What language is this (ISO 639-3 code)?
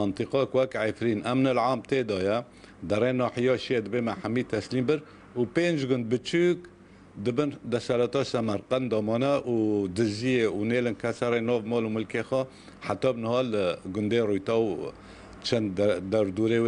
kur